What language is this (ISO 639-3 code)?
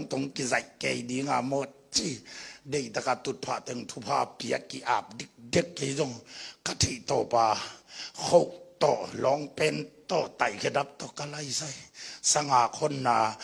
ctd